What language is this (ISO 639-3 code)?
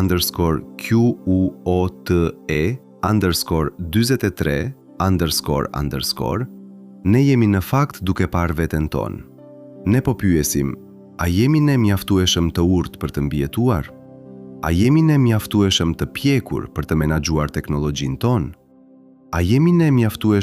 sqi